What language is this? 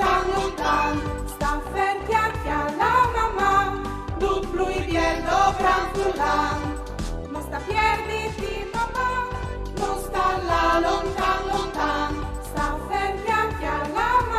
Friulian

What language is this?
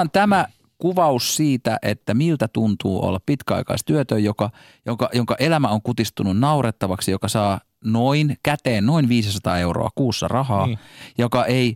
Finnish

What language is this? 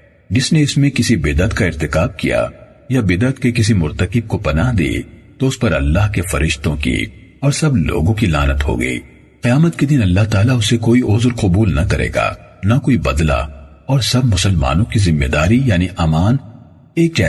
Urdu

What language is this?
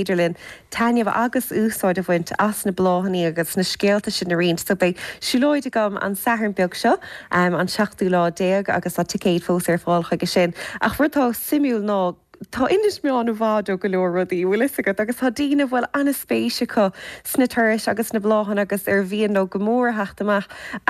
Irish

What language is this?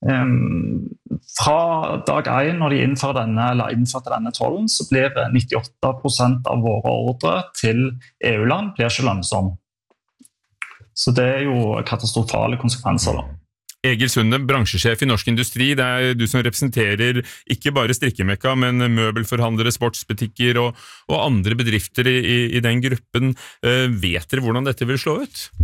Norwegian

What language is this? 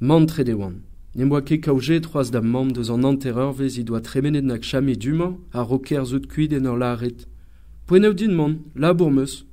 Breton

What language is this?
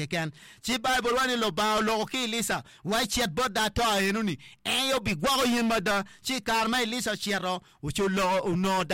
Acoli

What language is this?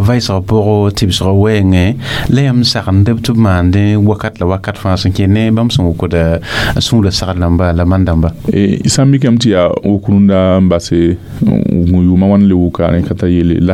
Mossi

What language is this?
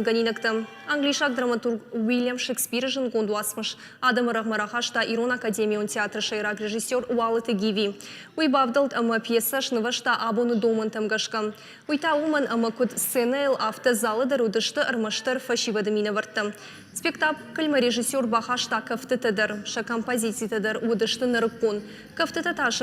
Ossetic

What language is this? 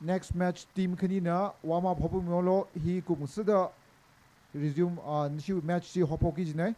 Tangkhul Naga (India)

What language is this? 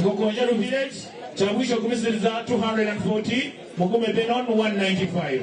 Nyankole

